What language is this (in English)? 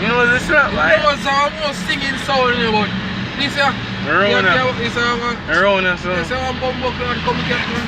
Jamaican Creole English